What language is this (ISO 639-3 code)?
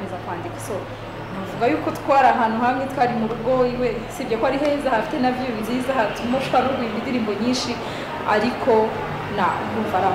kin